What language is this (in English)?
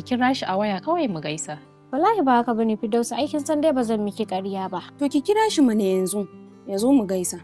Hausa